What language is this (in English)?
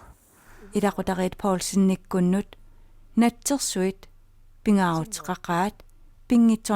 Kalaallisut